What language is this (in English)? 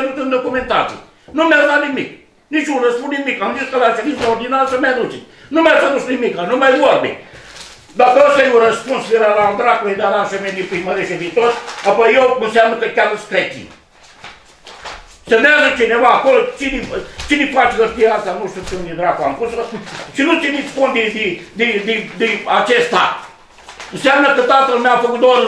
Romanian